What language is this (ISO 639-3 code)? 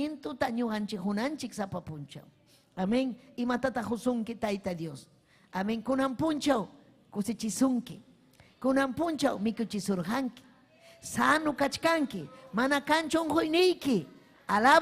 quy